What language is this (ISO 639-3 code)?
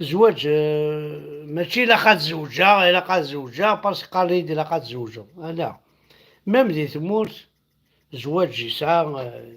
kab